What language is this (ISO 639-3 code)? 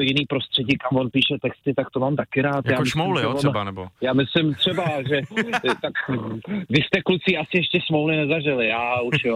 ces